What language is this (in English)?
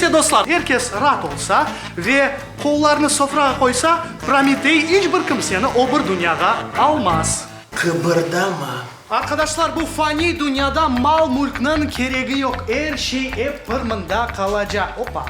Crimean Tatar